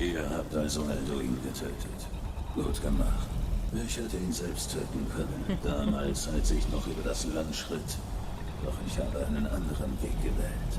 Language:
Swiss German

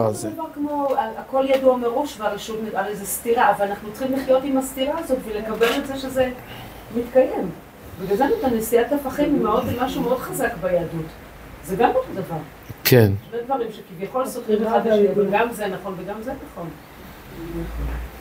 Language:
Hebrew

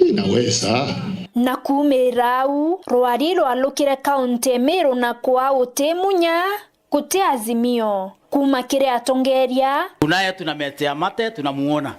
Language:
Meru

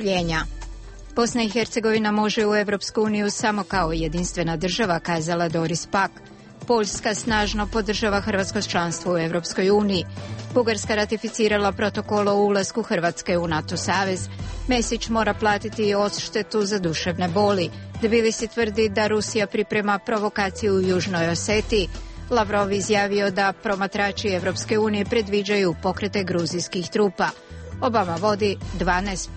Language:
Bosnian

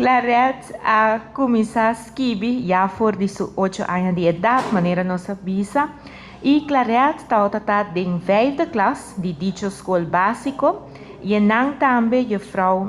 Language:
Papiamento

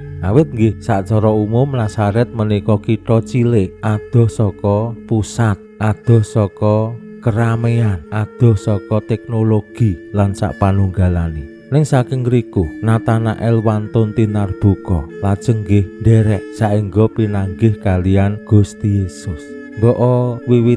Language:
Javanese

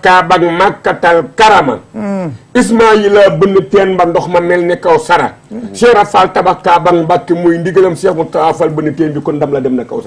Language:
Wolof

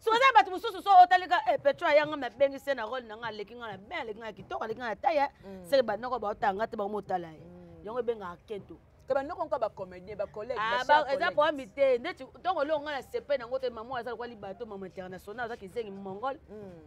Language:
Lingala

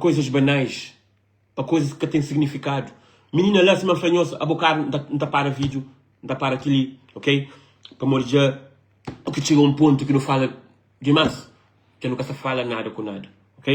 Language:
Kabuverdianu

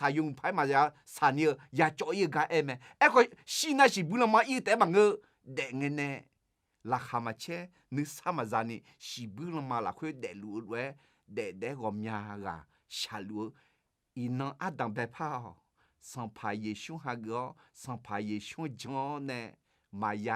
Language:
Akha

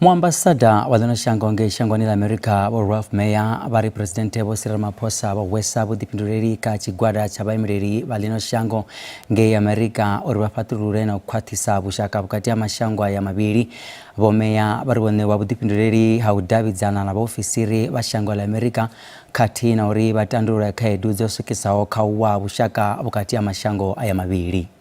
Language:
Venda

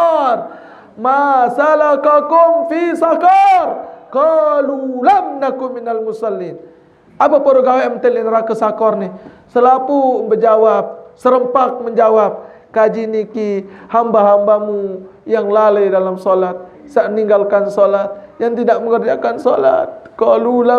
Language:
Sasak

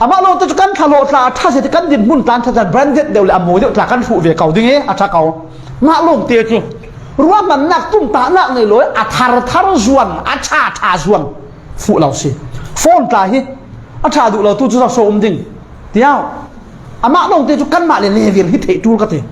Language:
Falam Chin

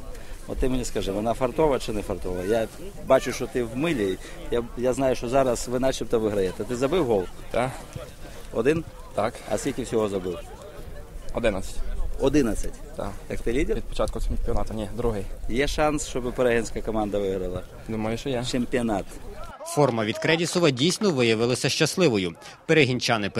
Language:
Ukrainian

